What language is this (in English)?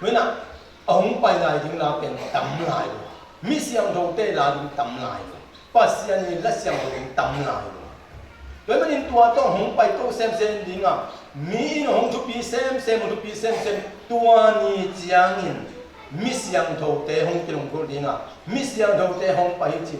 Tedim Chin